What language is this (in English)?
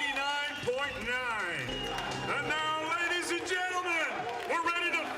Ossetic